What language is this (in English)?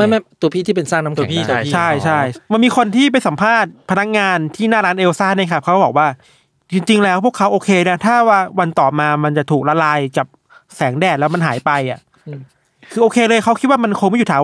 Thai